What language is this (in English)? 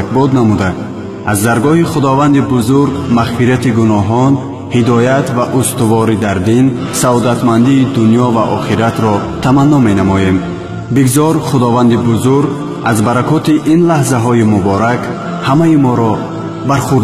Tajik